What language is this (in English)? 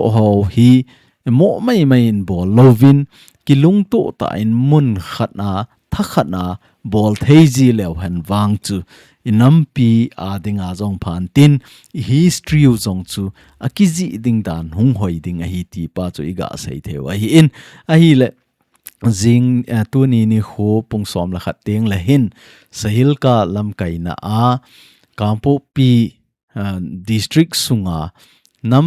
Thado Chin